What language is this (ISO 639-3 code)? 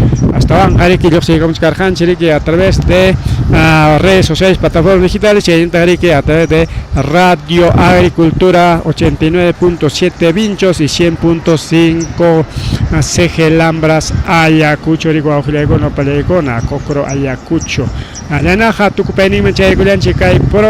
quy